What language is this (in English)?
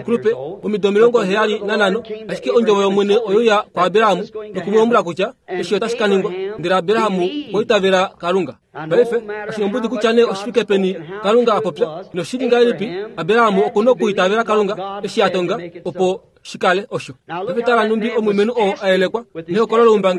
Kuanyama